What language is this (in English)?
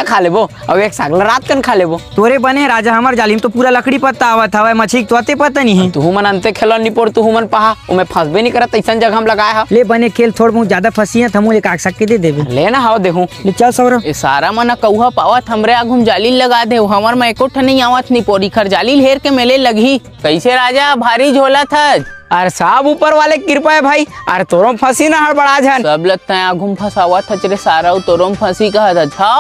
Chhattisgarhi